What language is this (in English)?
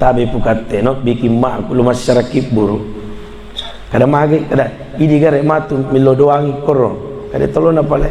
Buginese